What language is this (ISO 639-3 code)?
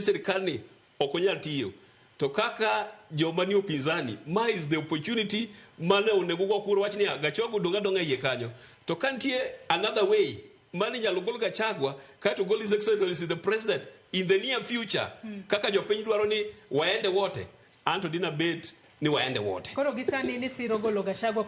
luo